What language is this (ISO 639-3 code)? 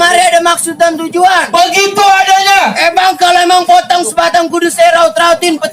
bew